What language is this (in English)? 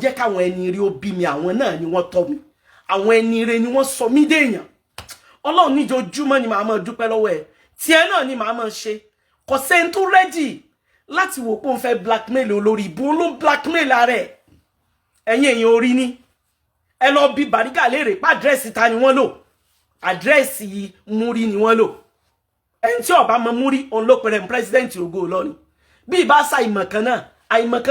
Yoruba